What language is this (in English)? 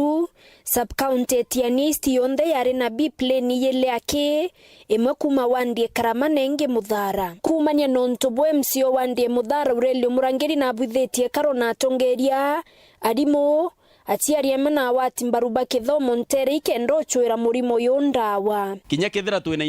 Meru